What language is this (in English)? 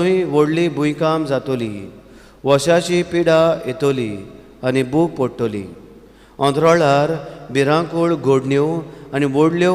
Konkani